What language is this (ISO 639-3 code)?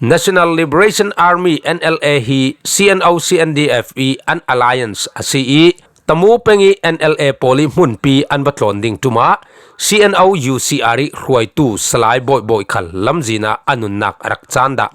cfm